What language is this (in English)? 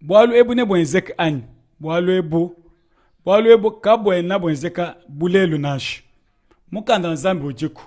Luba-Lulua